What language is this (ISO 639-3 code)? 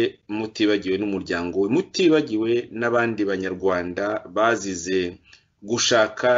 kin